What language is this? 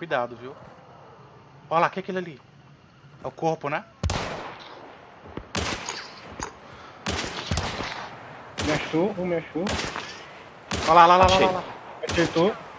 Portuguese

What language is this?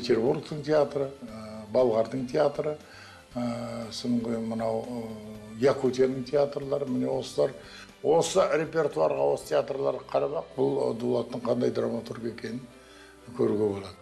Kazakh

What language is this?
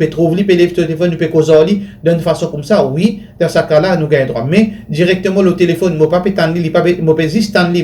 Morisyen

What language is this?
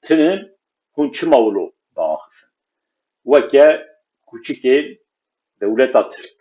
Kurdish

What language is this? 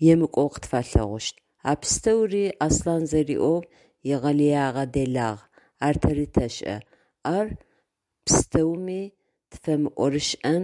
Adyghe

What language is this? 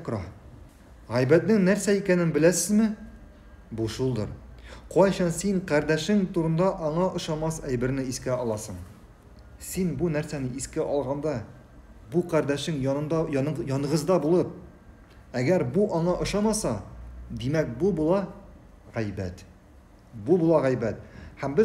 Tatar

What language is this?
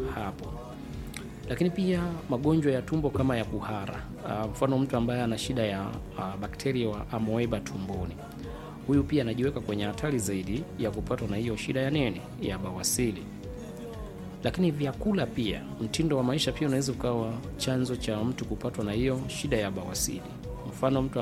Swahili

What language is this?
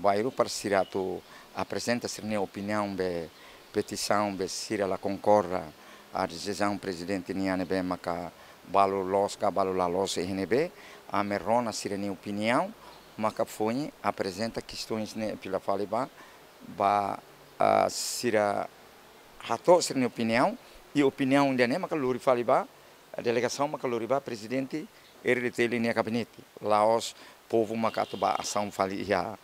Tetum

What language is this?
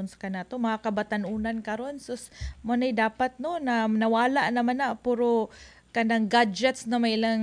Cebuano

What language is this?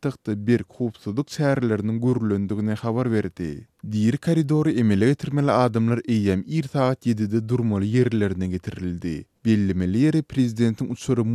Turkmen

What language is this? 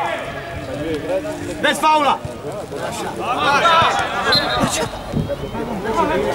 Croatian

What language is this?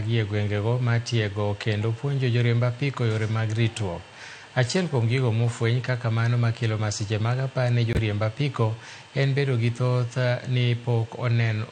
Luo (Kenya and Tanzania)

